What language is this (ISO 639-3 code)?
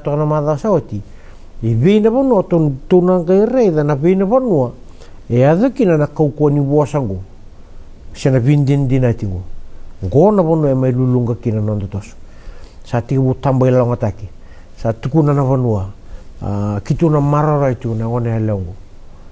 fij